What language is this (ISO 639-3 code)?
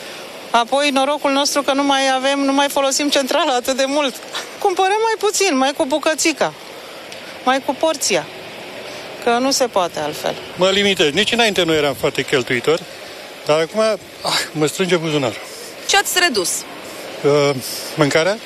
ron